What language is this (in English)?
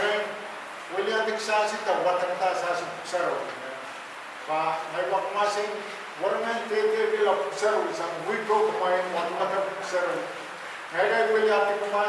Pohnpeian